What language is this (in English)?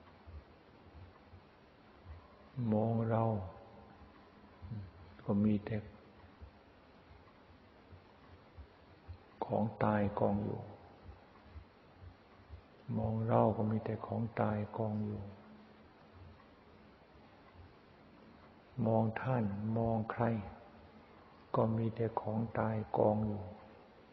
Thai